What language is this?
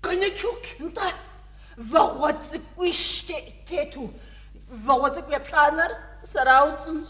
Kabardian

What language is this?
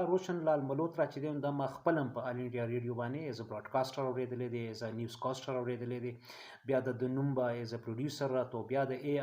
Pashto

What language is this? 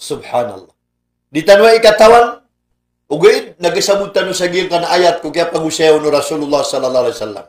Maranao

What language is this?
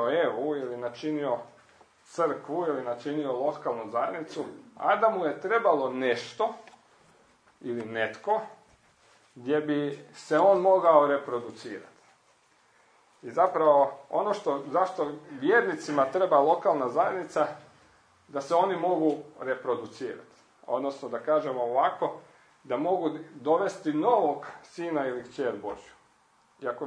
Croatian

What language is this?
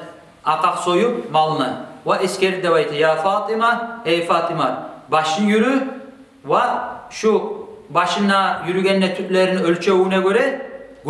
Kumyk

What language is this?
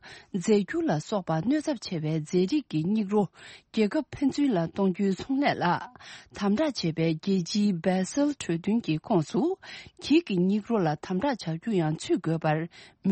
Tibetan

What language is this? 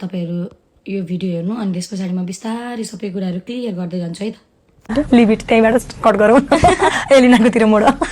Nepali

